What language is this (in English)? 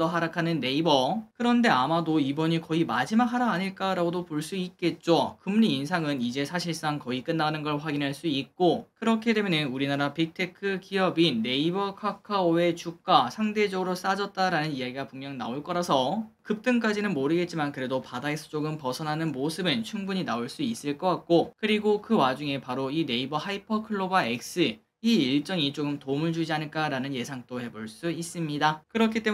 Korean